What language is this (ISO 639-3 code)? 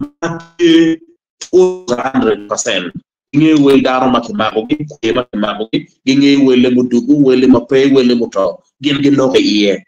ach